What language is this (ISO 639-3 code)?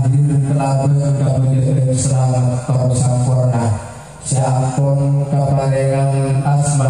mad